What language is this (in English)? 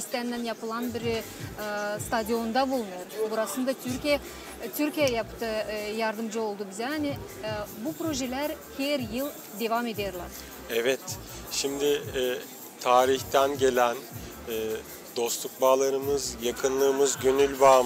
Gagauz